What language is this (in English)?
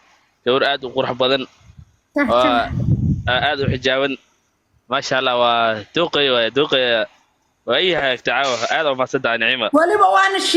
Somali